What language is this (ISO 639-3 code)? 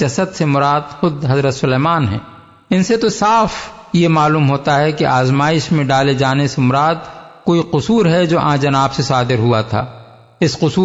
urd